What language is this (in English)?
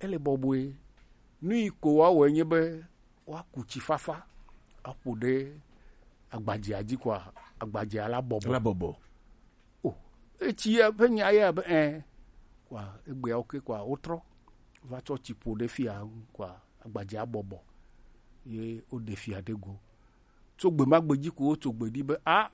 Gen